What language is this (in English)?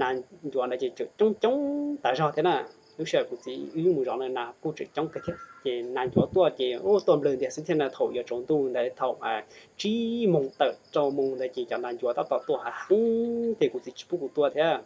Hmong